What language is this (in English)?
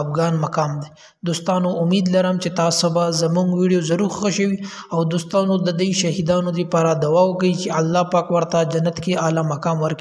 Pashto